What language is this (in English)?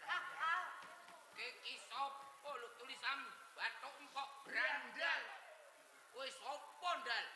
Javanese